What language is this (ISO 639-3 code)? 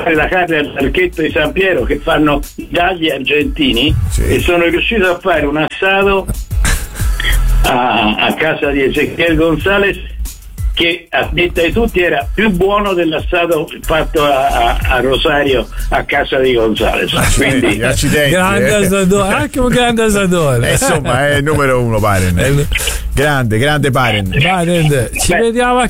ita